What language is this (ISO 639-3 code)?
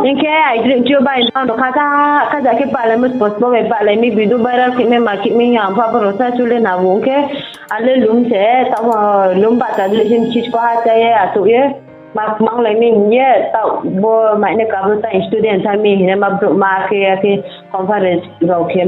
ria